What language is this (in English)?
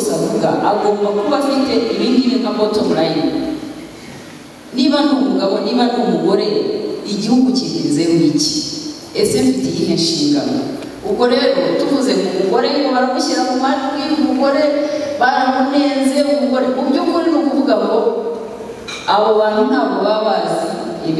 Kinyarwanda